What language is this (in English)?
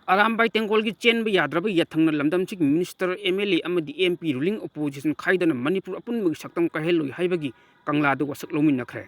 Manipuri